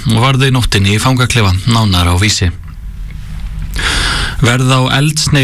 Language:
Icelandic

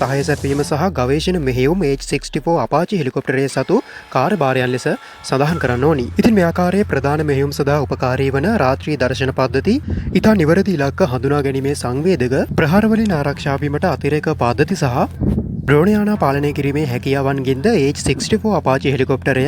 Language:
Sinhala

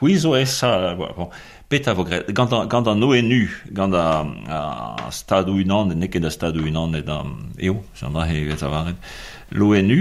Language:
Breton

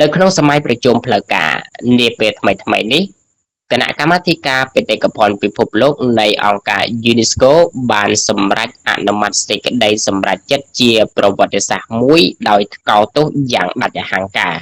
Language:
Khmer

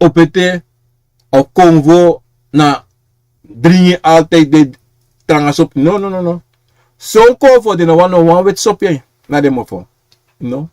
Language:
Sranan Tongo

